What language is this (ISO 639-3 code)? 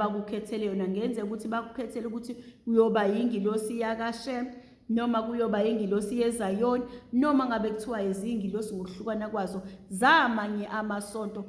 zul